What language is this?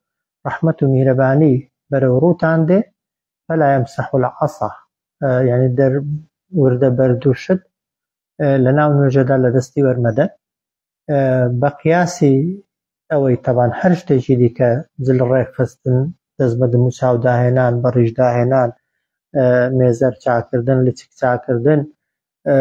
Central Kurdish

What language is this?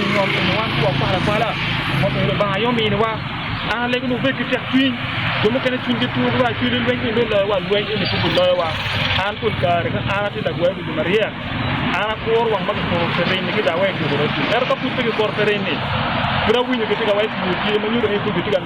Acoli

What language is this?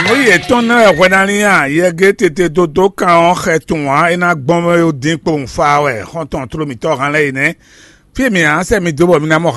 Fon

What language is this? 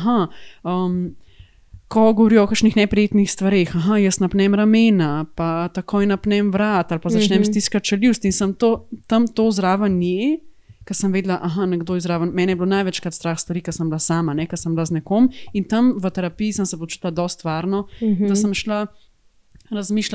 Slovenian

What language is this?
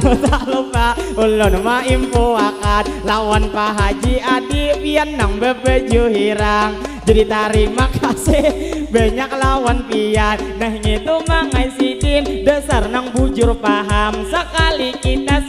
Banjar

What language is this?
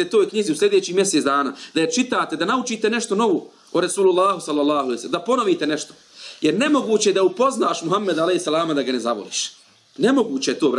Bosnian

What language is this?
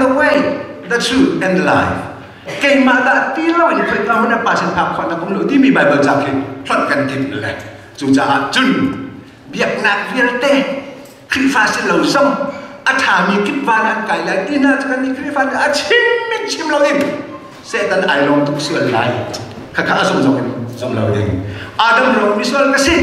Hakha Chin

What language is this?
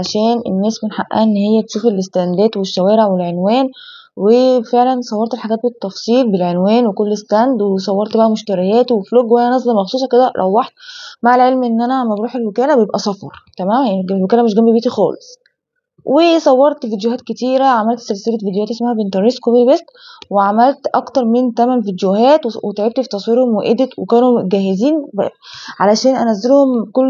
Egyptian Arabic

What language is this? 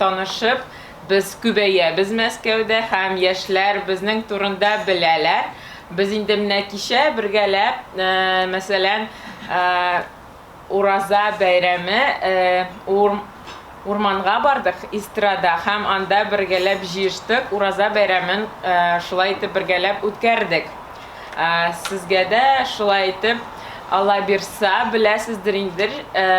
Tatar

